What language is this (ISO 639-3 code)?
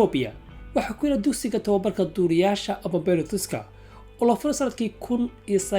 som